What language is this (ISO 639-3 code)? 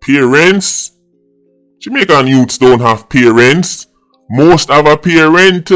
jam